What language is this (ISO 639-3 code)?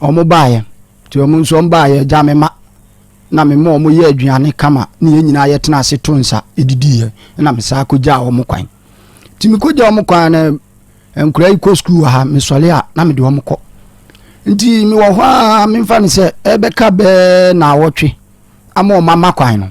aka